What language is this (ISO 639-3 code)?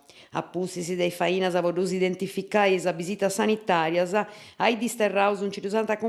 srd